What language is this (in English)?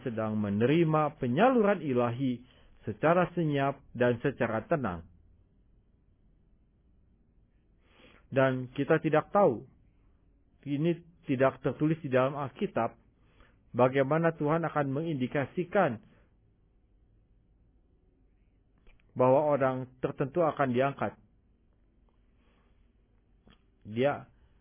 Indonesian